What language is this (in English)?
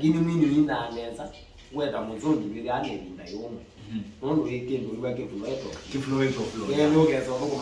Kamba